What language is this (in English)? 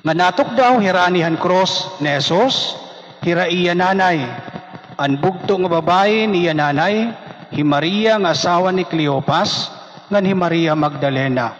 Waray